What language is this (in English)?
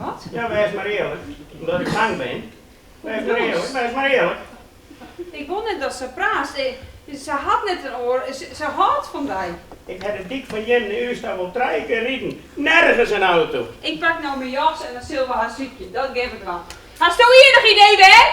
Western Frisian